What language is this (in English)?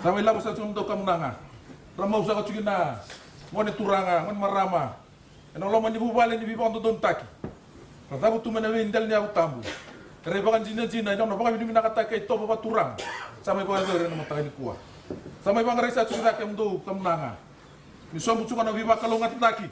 Fijian